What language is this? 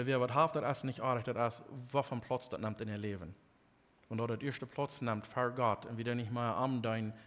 Plautdietsch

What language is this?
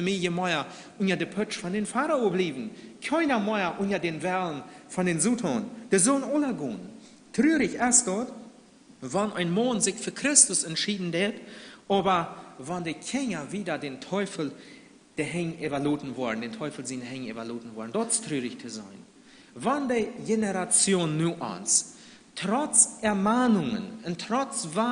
Plautdietsch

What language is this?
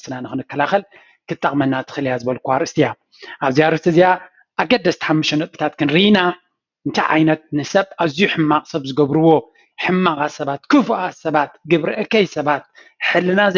Tigrinya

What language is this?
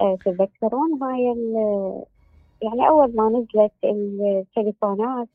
Mesopotamian Arabic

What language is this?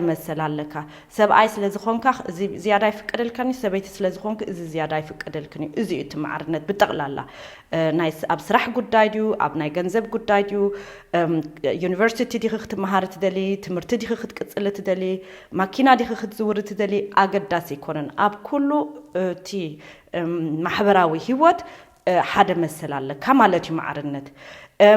Tigrinya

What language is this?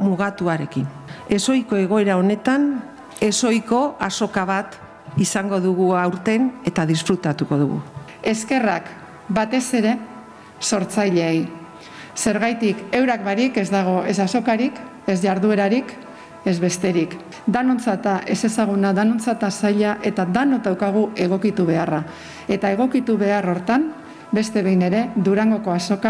Basque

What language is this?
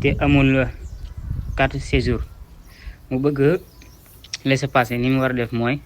Wolof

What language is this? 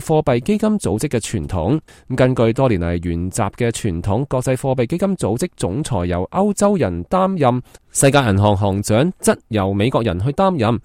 Cantonese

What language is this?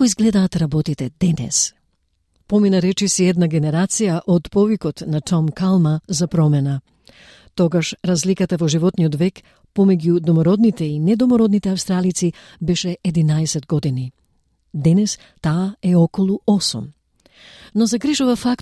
Macedonian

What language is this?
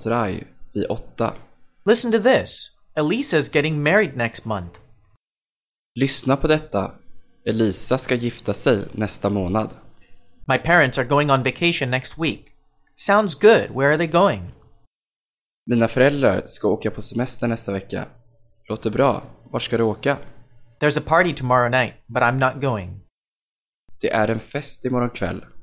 Swedish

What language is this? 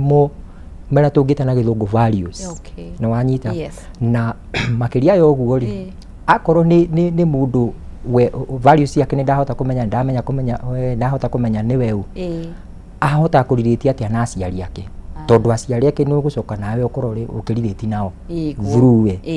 Kikuyu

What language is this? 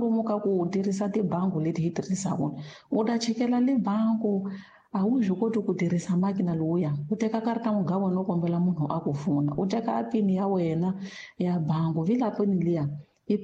Tsonga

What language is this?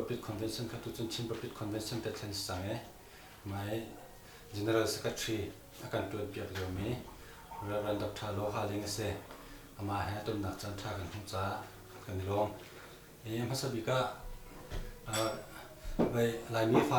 Hakha Chin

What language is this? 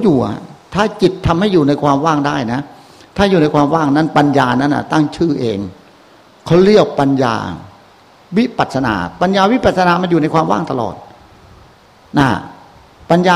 Thai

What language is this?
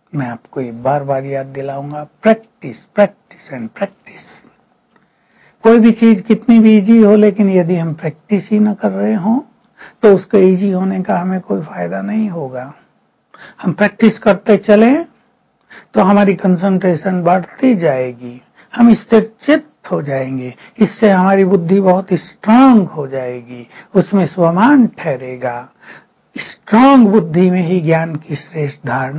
Hindi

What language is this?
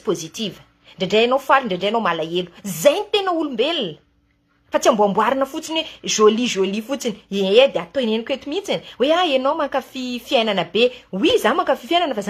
Malagasy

